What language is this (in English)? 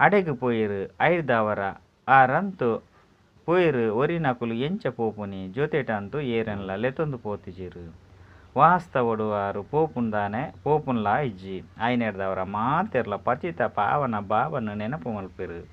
Tulu